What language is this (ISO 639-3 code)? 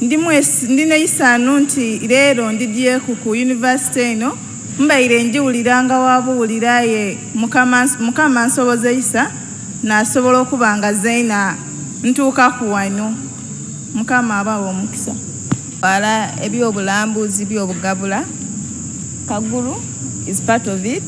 xog